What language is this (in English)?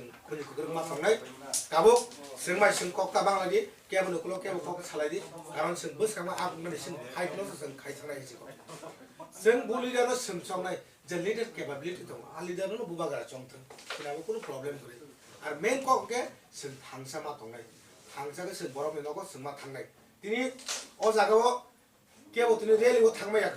Kok Borok